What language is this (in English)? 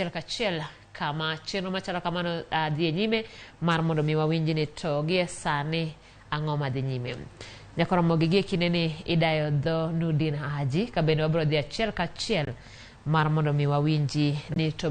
Luo (Kenya and Tanzania)